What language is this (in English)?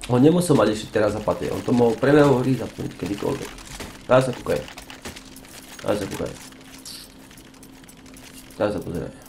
Slovak